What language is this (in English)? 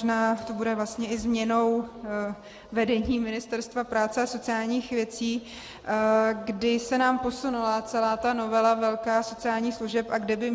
Czech